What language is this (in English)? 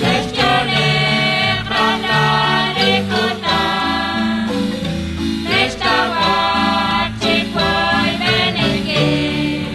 Kekchí